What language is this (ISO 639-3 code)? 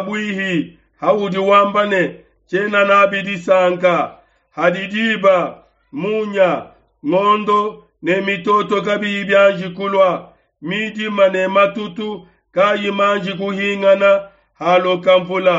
lua